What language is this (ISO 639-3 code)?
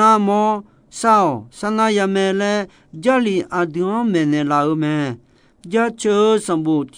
ahk